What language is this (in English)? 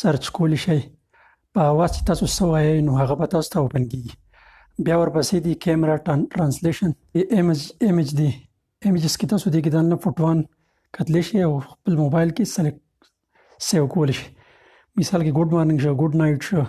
Pashto